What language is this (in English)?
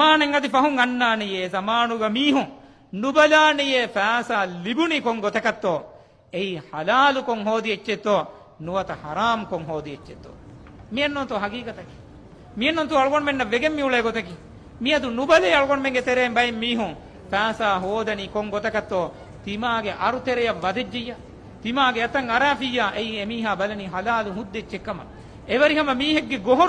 Divehi